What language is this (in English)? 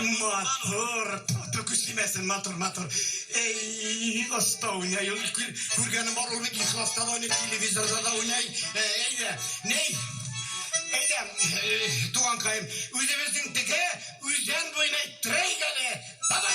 Tatar